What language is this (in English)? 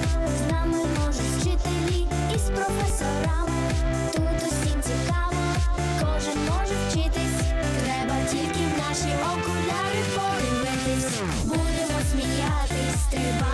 Ukrainian